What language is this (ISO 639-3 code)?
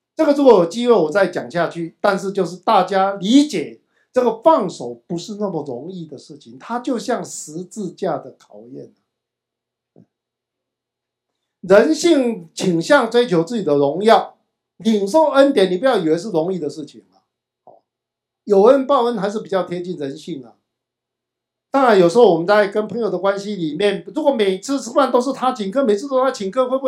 zho